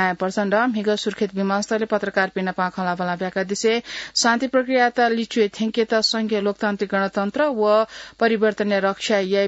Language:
Newari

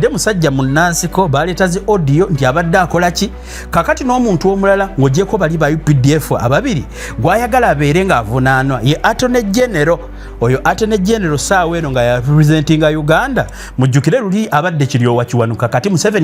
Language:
Ganda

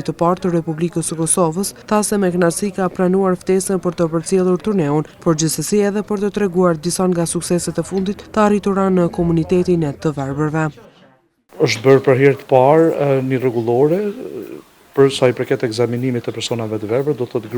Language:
Albanian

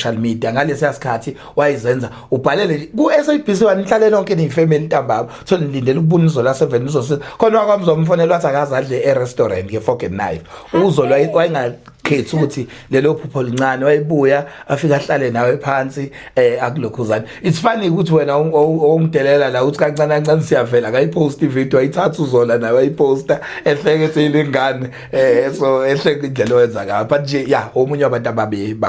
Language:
Zulu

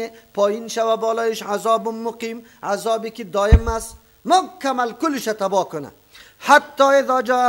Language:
Persian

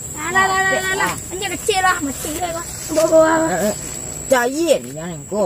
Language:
Minangkabau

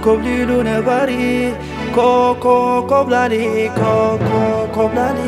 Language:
Tigrinya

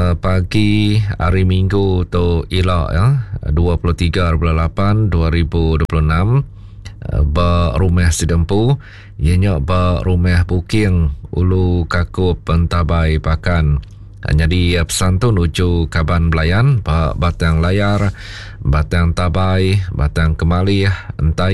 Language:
Iban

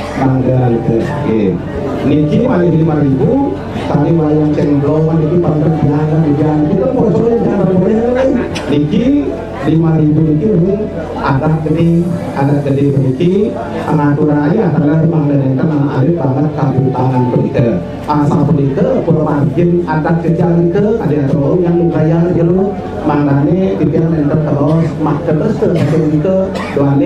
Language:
Balinese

